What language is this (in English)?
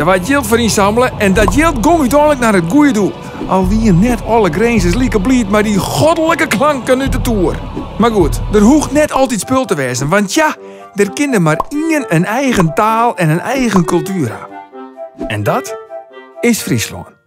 Western Frisian